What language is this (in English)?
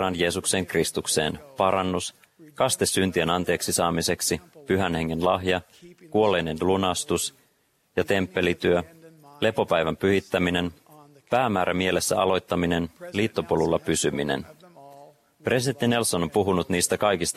Finnish